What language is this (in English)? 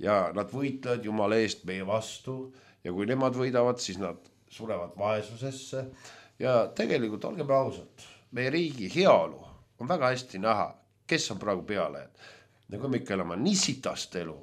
Estonian